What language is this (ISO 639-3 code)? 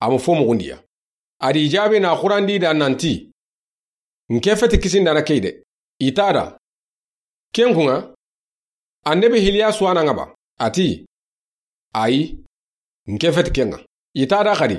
snk